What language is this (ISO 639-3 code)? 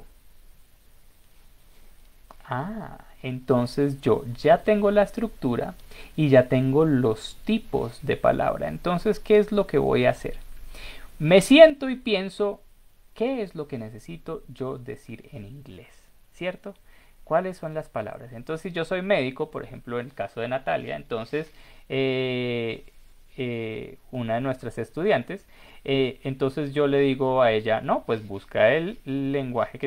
spa